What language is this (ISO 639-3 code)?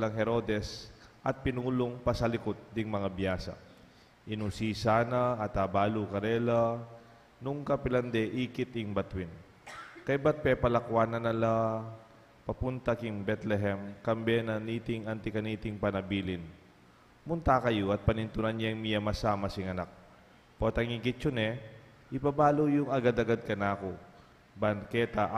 pam